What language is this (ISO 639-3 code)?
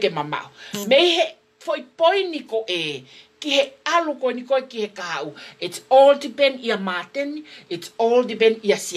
ton